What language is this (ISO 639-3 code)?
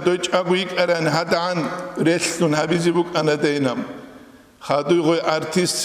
ava